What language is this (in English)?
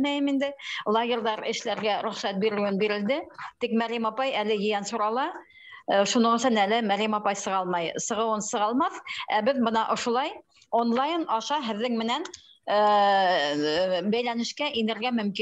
Bashkir